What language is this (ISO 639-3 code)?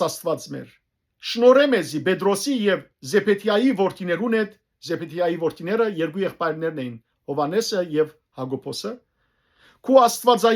hyw